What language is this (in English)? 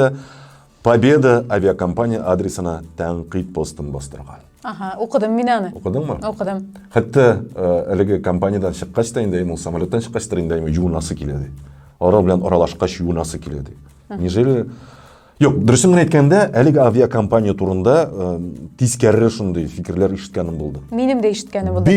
Tatar